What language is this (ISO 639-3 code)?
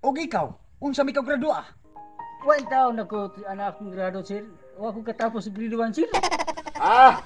ceb